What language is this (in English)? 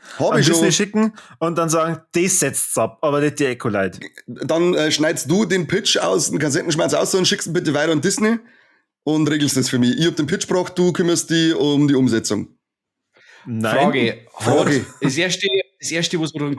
Bavarian